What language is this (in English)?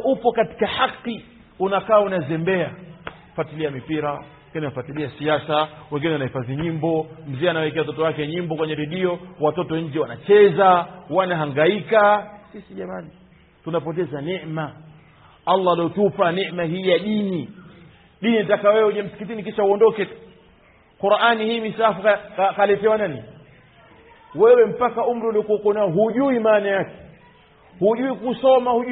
Swahili